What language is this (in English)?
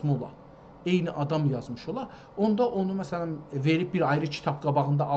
South Azerbaijani